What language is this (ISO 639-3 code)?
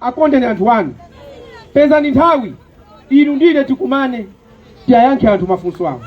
nya